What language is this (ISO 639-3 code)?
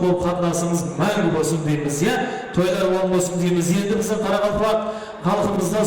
kaa